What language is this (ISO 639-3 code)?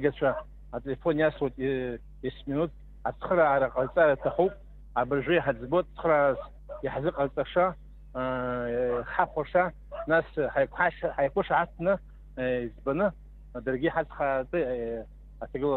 abk